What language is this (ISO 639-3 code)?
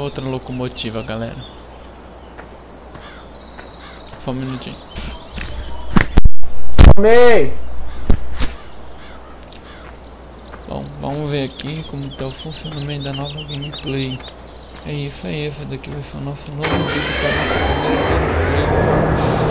por